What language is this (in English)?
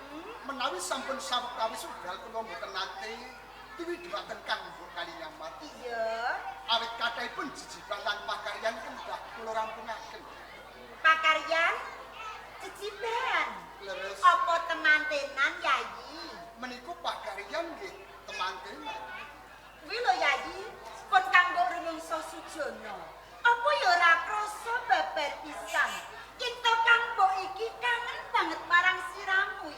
Javanese